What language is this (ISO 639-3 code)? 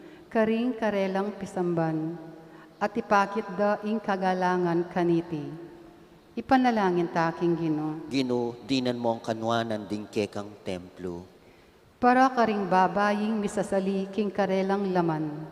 pam